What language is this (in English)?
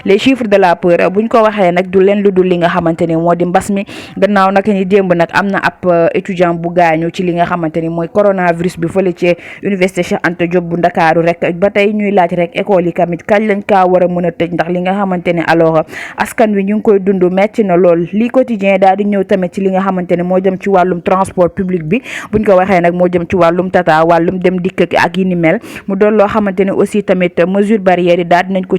Wolof